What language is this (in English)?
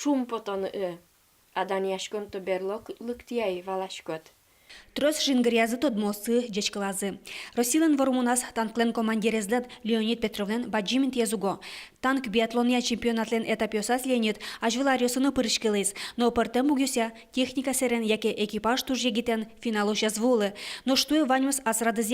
Udmurt